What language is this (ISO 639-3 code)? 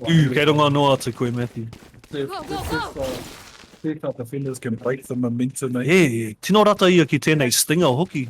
mri